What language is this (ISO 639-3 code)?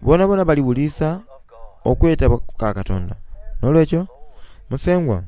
xog